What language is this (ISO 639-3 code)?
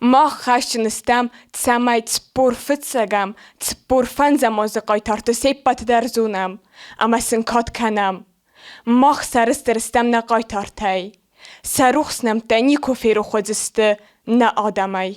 oss